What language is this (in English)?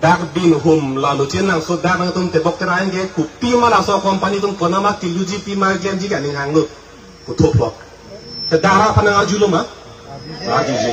Karbi